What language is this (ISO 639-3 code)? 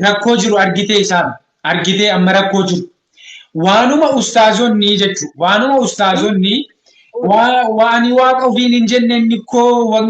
orm